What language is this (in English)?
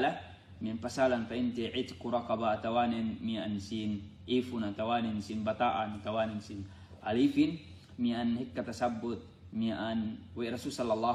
Yakan